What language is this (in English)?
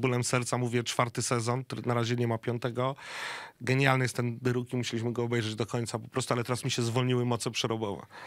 Polish